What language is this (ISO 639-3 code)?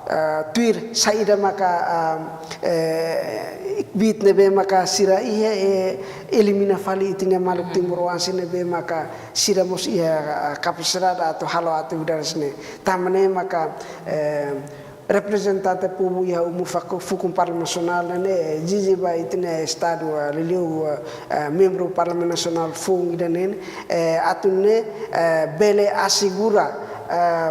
tet